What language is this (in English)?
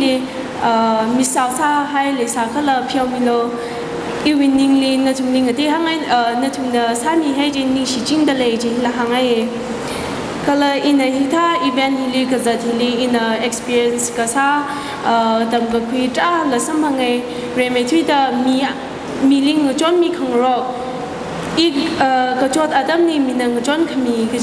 Tangkhul Naga (India)